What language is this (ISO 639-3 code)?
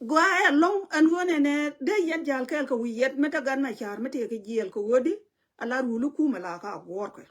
nus